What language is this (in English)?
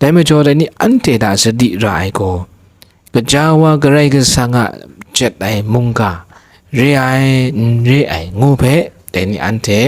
Kachin